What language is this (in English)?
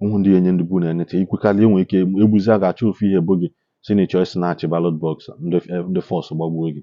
Igbo